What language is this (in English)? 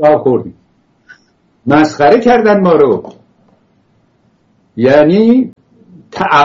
Persian